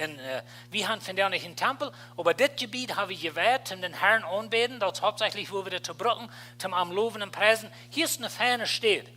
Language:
Plautdietsch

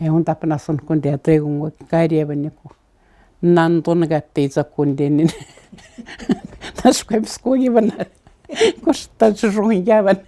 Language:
Atikamekw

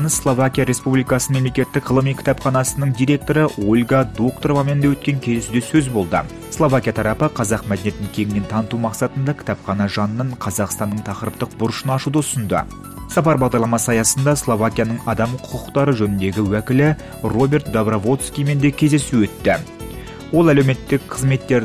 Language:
Kazakh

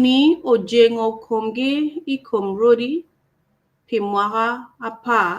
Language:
Acoli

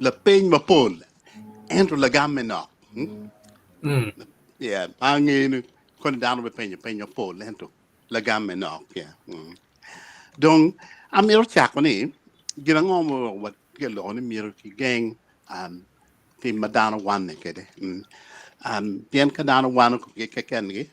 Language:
Acoli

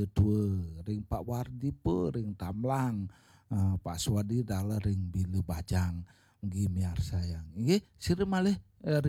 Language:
Balinese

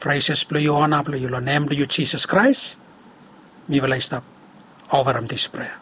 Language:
Bislama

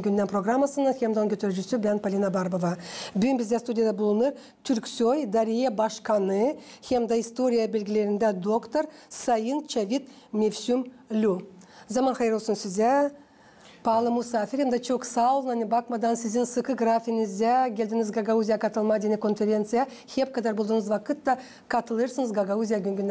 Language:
Gagauz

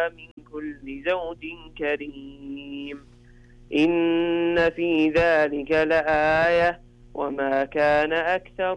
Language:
Arabic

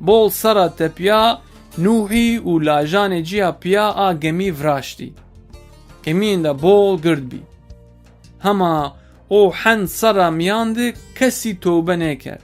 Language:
Zaza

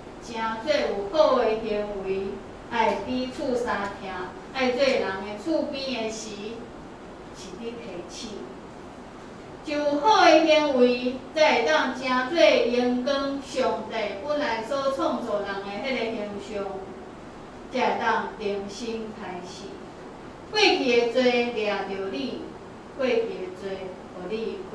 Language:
Min Nan Chinese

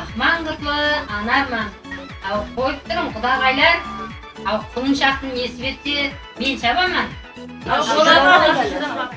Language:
Kara-Kalpak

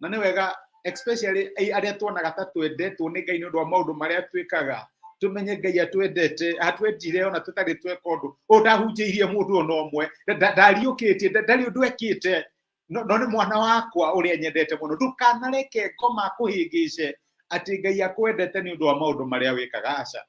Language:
Kikuyu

